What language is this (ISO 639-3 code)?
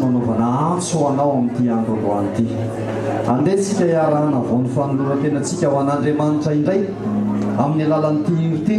mlg